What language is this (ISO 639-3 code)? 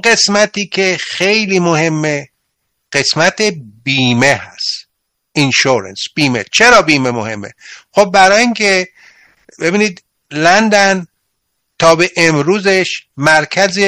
fas